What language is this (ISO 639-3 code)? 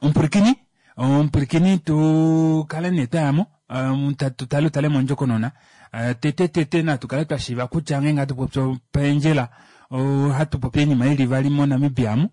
kua